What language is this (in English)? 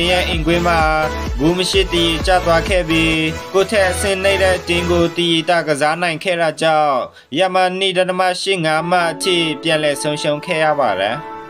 Burmese